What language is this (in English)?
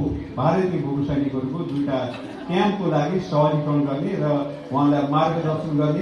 Nepali